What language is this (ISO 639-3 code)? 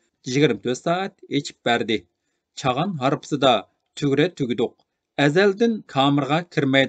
uig